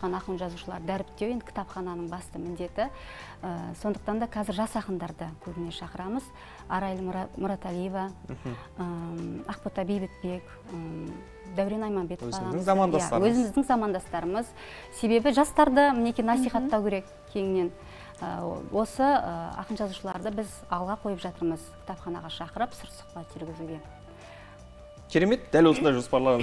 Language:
Kazakh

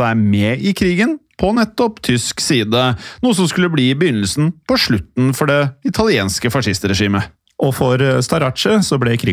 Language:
Norwegian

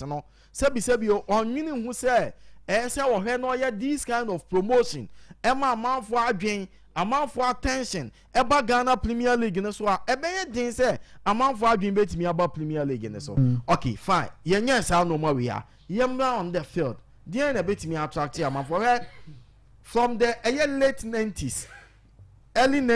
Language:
Akan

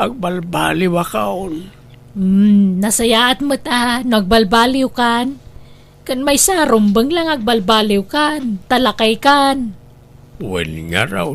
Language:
Iloko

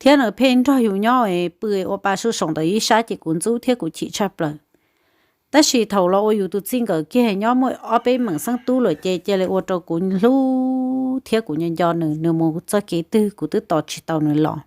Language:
Hmong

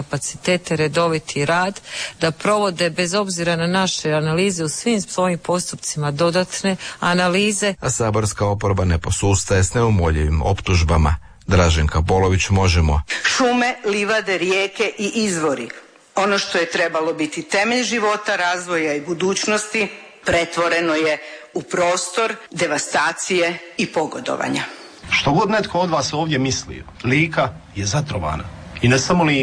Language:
Croatian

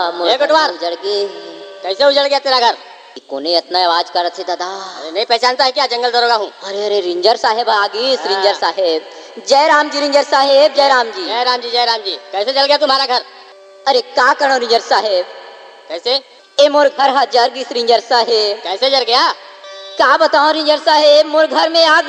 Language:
Chhattisgarhi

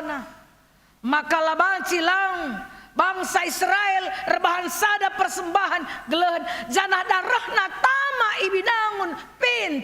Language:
Batak Karo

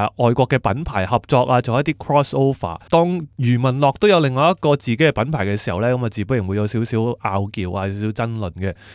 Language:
Cantonese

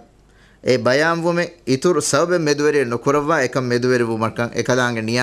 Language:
Divehi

